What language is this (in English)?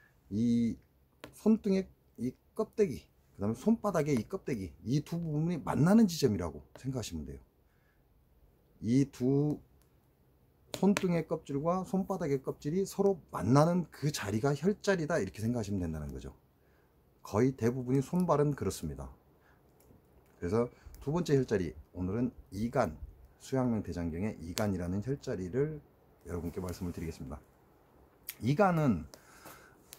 Korean